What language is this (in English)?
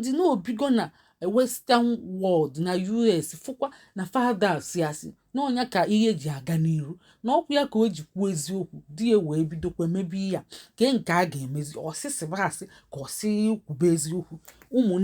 Igbo